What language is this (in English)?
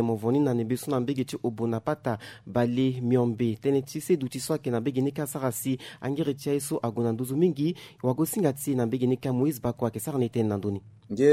Sango